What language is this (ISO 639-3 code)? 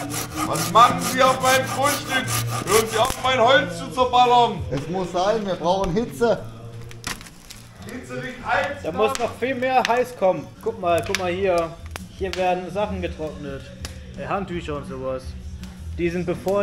deu